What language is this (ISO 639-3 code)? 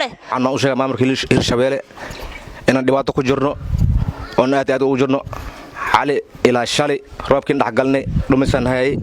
som